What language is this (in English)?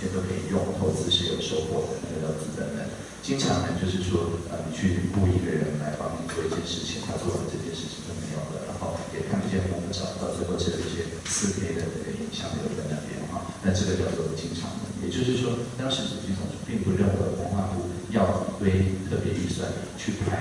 Chinese